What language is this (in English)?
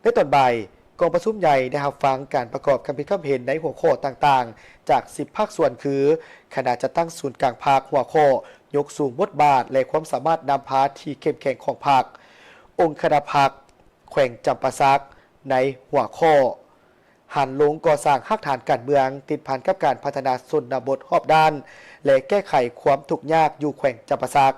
Lao